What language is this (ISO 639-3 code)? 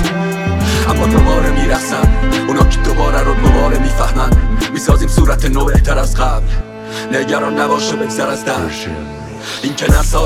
fas